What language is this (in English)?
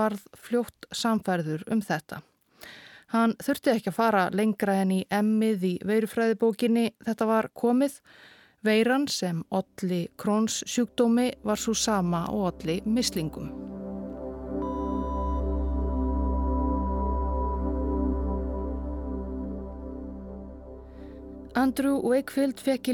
Icelandic